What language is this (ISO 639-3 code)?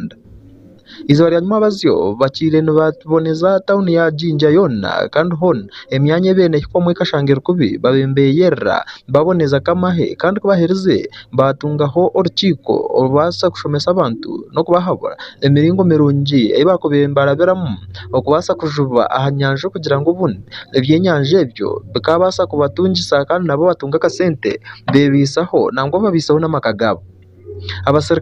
nyn